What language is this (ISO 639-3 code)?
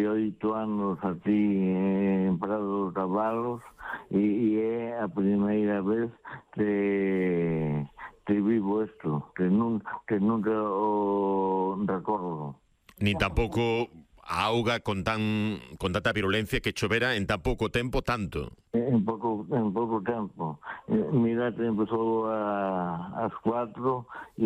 glg